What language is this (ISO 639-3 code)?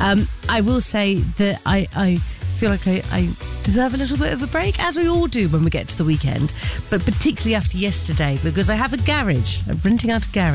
eng